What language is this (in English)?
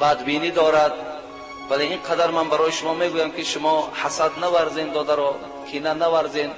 Tajik